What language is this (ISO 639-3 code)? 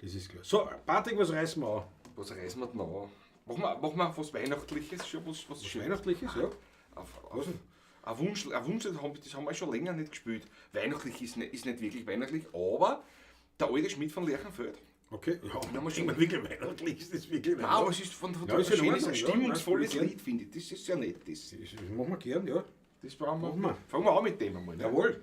bar